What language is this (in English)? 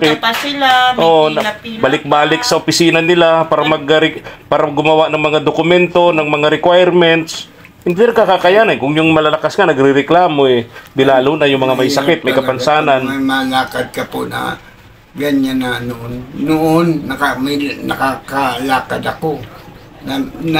Filipino